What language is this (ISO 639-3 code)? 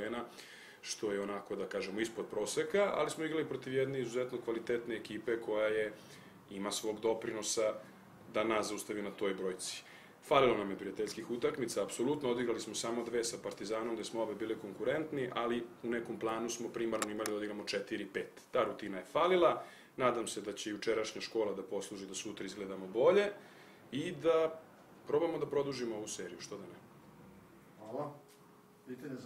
srp